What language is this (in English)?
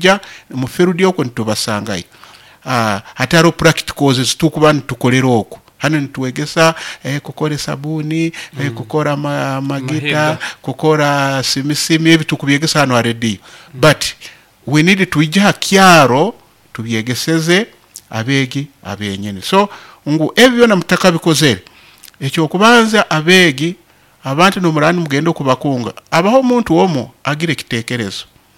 Nyoro